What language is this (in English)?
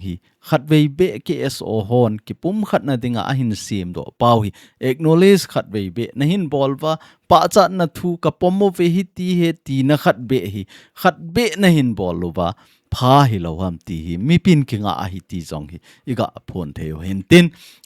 Thado Chin